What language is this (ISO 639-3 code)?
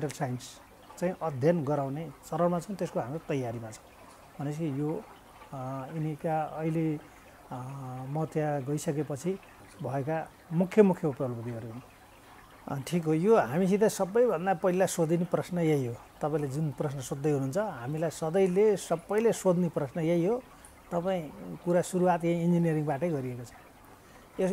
nep